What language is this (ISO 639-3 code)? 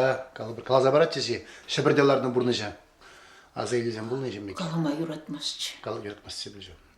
chv